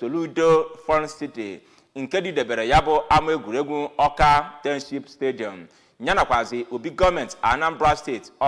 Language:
Igbo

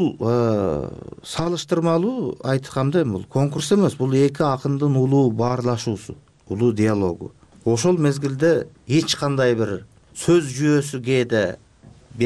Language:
Kyrgyz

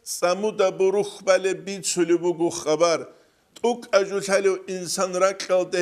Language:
Avaric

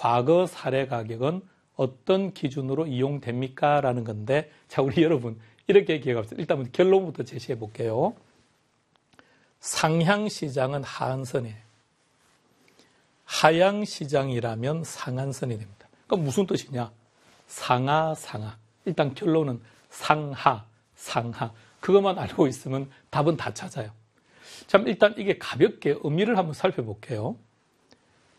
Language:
Korean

